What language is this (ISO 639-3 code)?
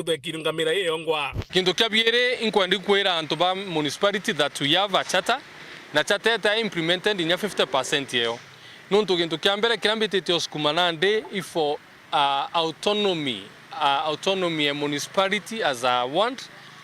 mer